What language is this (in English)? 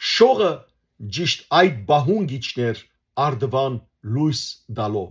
Western Armenian